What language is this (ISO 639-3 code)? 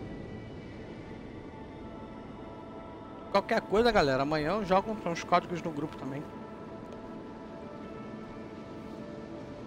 por